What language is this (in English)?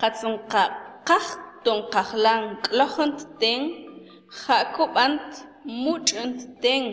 Mam